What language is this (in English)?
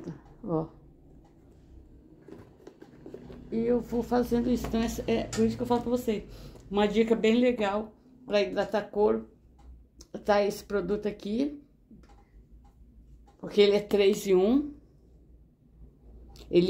Portuguese